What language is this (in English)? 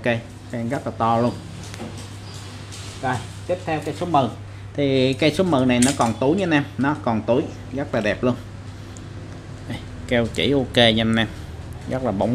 Vietnamese